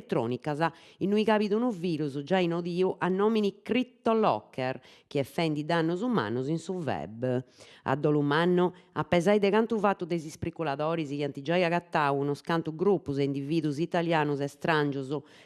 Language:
Sardinian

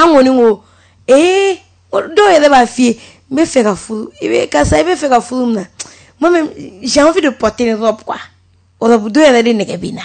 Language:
Bambara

